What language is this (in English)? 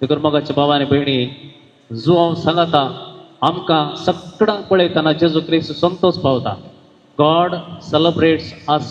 Konkani